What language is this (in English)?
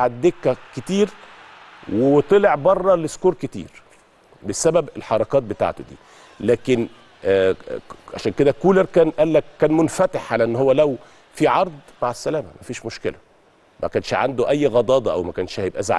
Egyptian Arabic